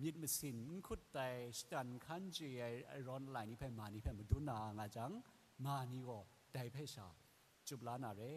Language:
Kachin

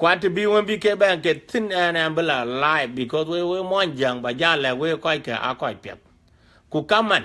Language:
Dinka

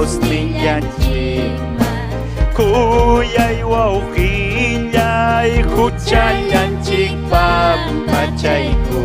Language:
Ayacucho Quechua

